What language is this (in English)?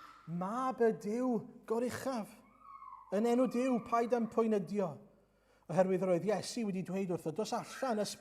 Welsh